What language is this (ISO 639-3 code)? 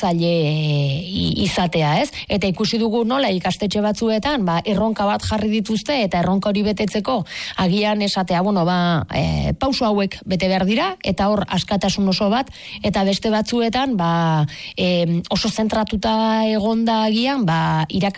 eus